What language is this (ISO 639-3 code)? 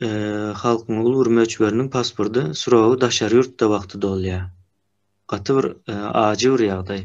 tuk